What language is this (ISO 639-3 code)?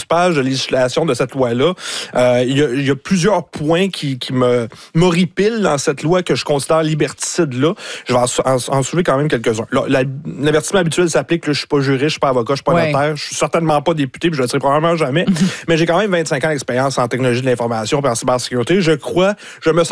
fra